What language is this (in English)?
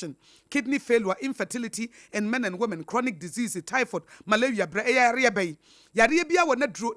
Akan